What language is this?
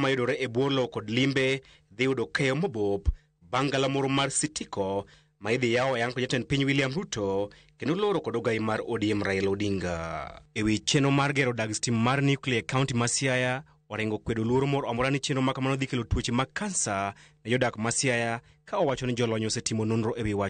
Luo (Kenya and Tanzania)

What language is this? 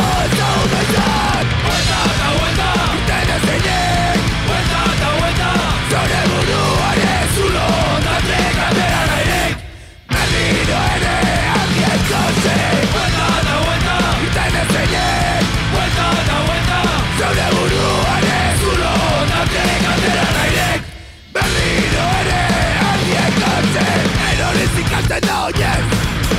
Basque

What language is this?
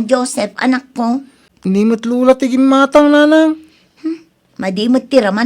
Iloko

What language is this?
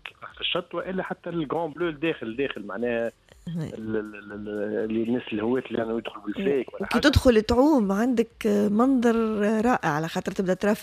Tunisian Arabic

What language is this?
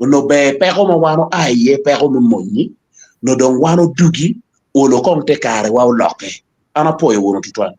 Acoli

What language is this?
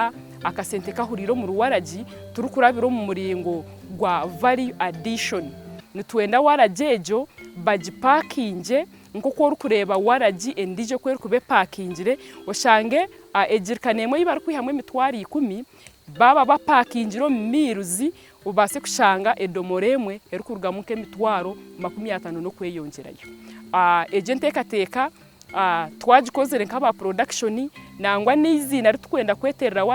Nyankole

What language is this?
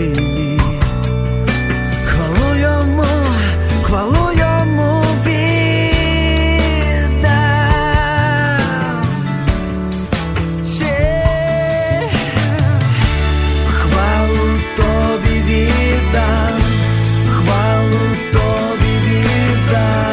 Ukrainian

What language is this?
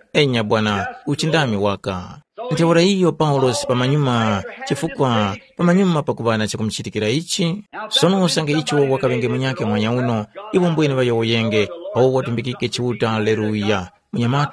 Tumbuka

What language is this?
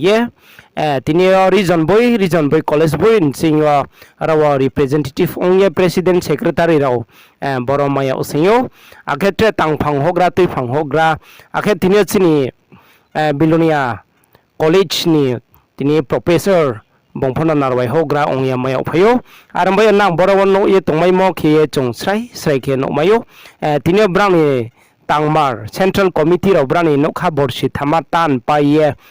Riang (India)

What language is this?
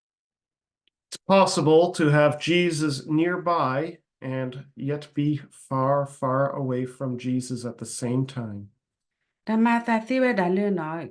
S'gaw Karen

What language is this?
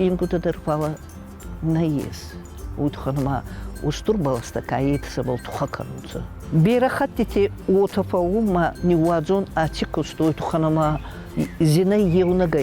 Ossetic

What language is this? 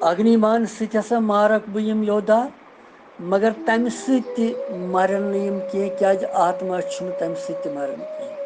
Kashmiri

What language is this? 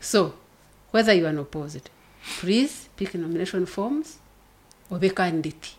Nyankole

